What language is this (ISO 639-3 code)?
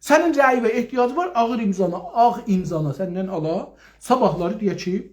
azb